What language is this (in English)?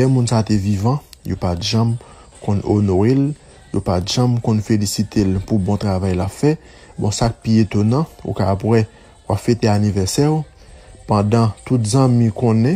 Haitian Creole